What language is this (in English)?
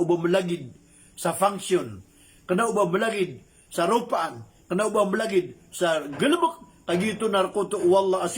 Maranao